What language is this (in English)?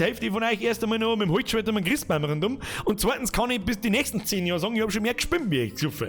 Bavarian